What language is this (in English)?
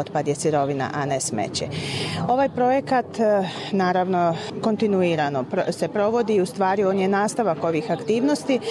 Bosnian